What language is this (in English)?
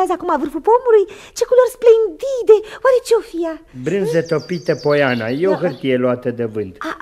Romanian